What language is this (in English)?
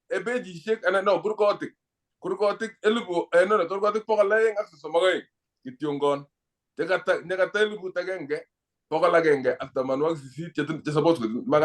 Kalenjin